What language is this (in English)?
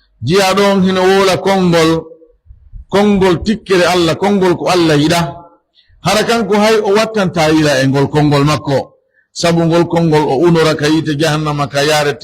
Pular